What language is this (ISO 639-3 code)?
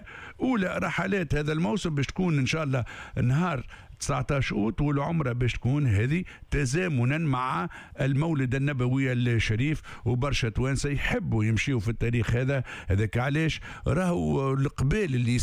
aeb